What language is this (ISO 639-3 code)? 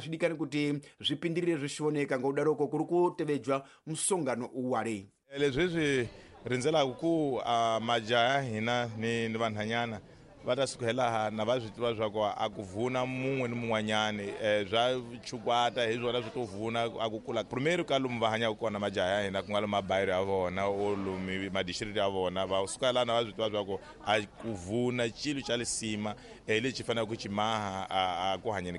tso